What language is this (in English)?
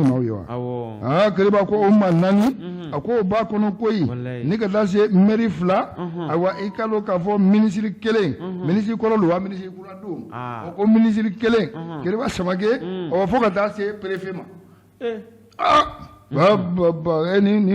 Bambara